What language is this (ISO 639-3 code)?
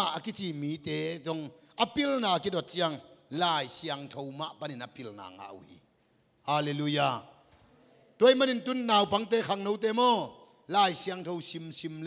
ctd